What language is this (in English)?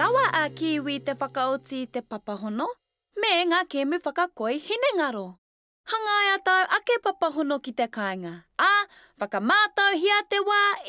Māori